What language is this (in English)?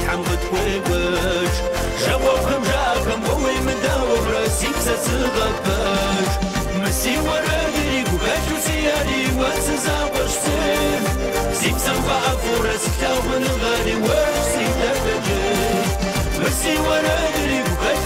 Kabardian